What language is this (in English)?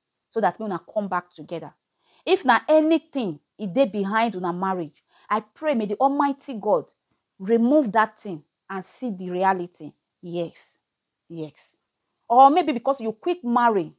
Nigerian Pidgin